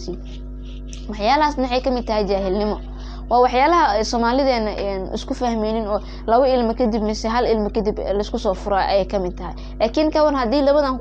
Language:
Somali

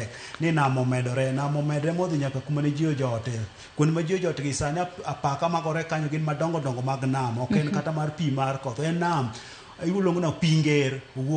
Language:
Luo (Kenya and Tanzania)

